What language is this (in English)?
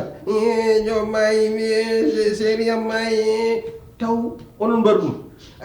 Fula